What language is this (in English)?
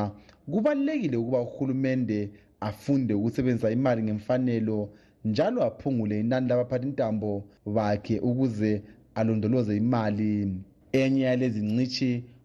North Ndebele